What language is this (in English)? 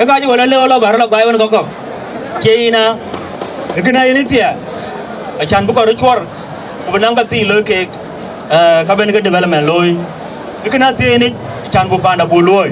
Dinka